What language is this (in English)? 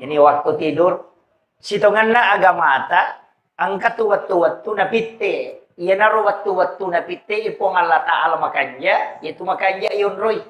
Buginese